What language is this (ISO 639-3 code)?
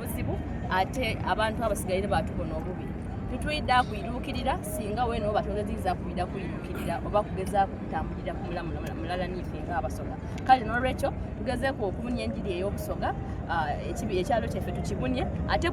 xog